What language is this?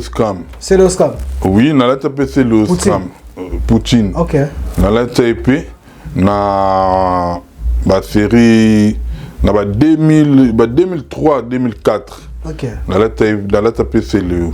Lingala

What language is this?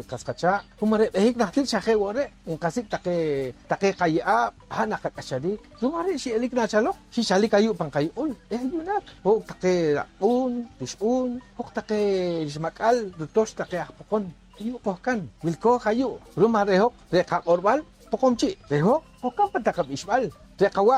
Poqomchi'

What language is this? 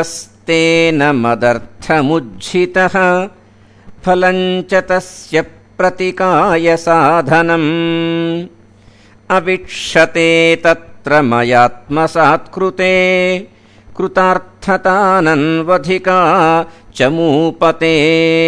Sanskrit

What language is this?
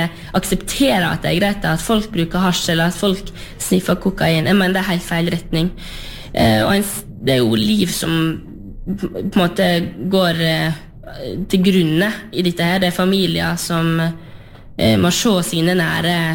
Norwegian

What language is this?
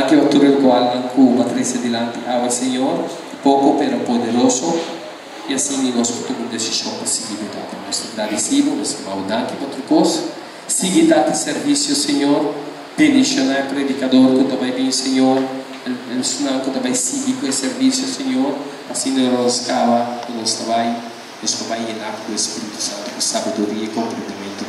Papiamento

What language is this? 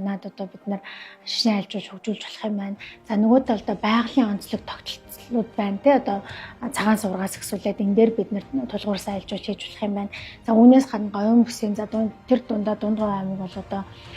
Mongolian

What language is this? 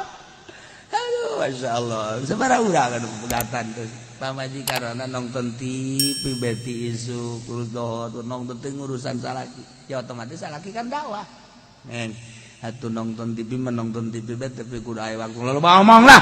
Sundanese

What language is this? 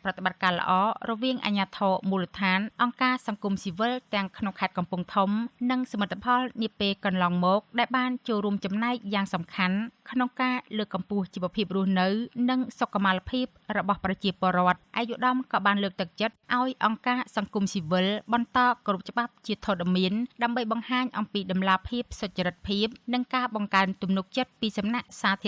Khmer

